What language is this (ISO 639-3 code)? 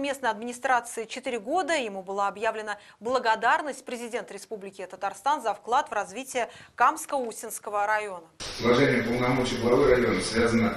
rus